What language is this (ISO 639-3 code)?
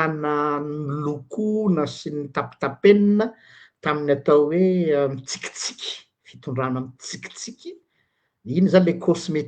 mlg